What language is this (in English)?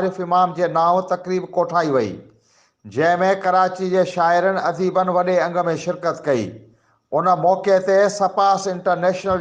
Sindhi